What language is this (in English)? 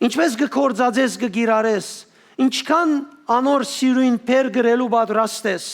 Western Armenian